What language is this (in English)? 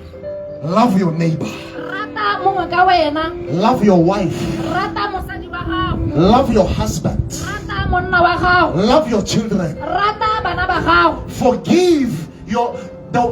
Tswana